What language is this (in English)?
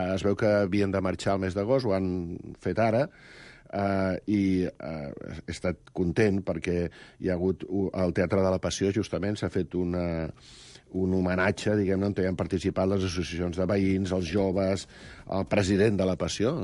Catalan